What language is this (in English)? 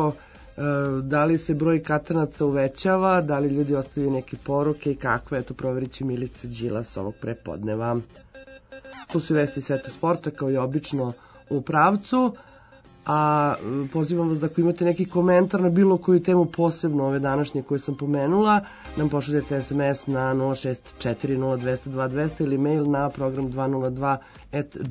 Serbian